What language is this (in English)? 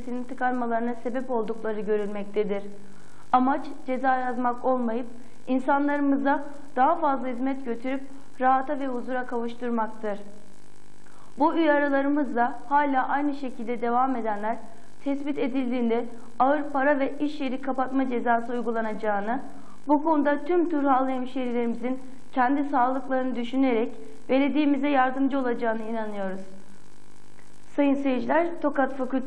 Turkish